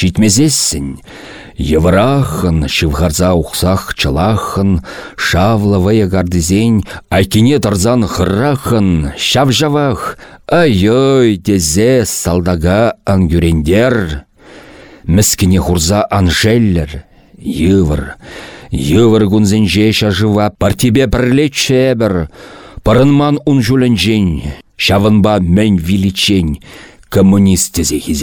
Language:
Chuvash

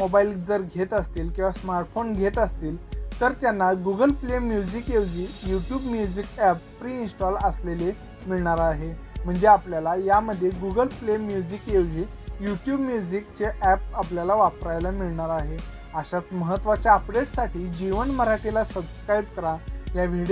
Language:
Marathi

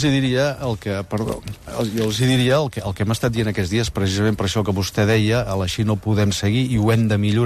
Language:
Catalan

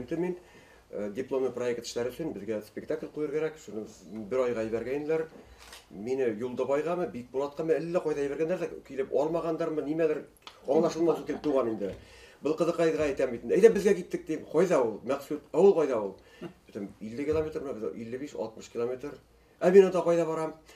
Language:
Bashkir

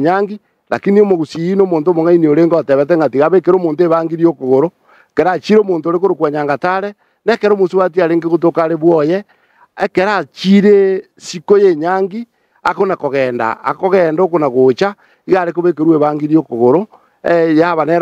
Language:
Gusii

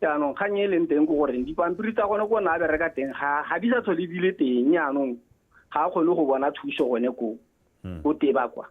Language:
Tswana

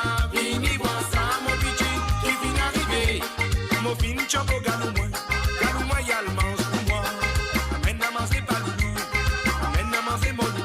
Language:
Morisyen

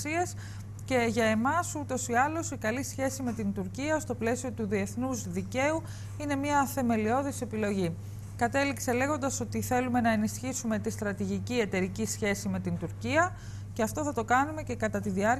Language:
Greek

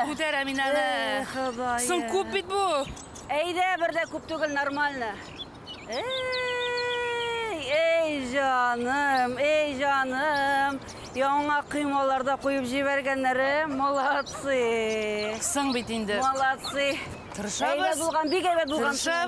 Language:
Tatar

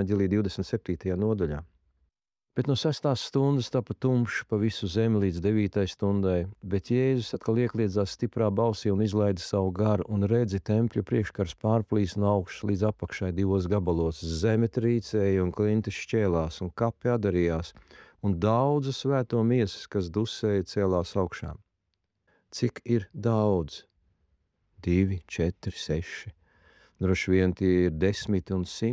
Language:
Latvian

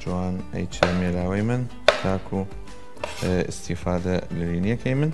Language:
Southern Kurdish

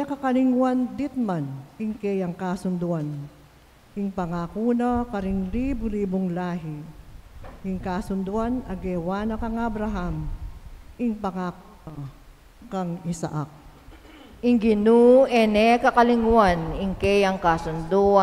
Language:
Pampanga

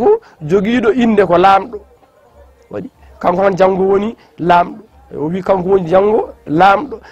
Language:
Fula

